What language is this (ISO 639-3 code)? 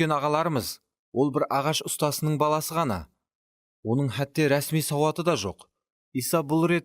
kaa